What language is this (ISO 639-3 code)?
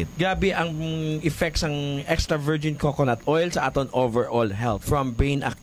hil